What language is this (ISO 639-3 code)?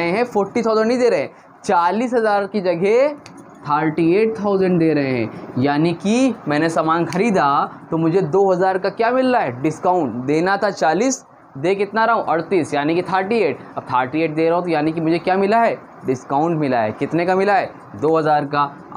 hin